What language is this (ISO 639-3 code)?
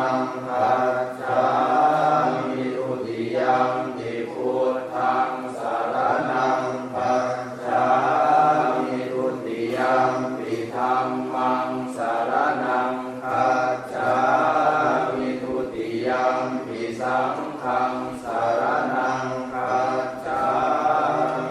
pli